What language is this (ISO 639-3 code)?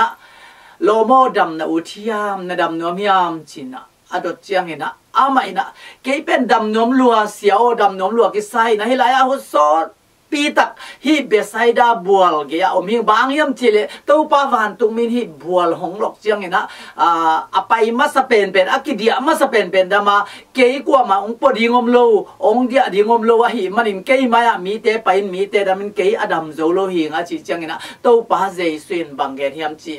ctd